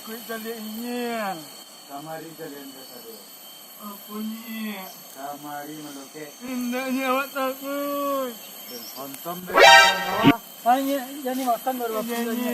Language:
Minangkabau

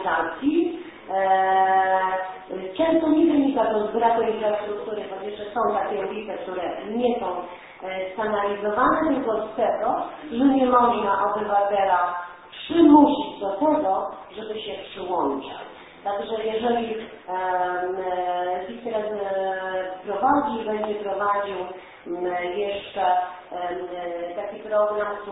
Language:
Polish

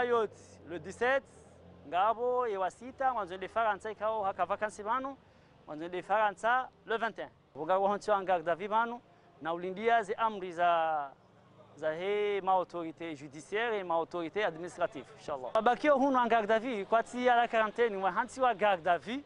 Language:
Ngazidja Comorian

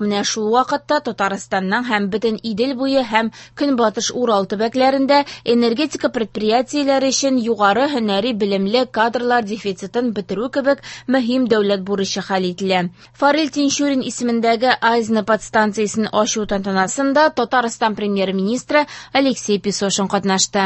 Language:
Tatar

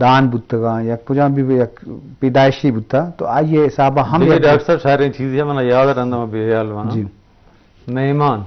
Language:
Eastern Balochi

